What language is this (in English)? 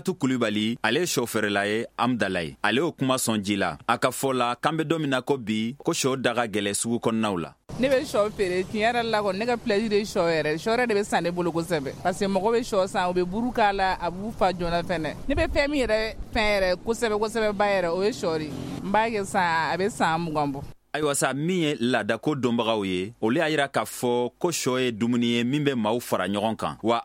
Bambara